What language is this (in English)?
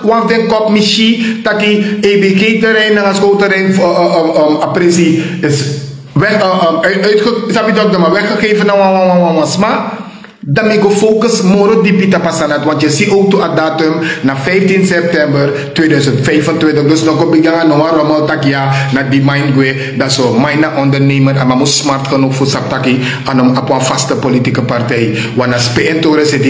Sranan Tongo